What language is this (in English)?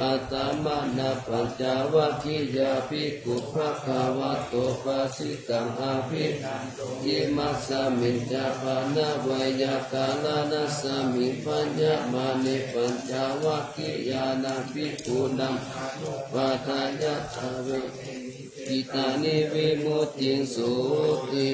Pali